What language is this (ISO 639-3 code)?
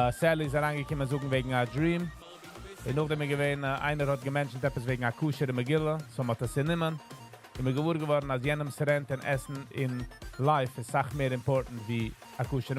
yid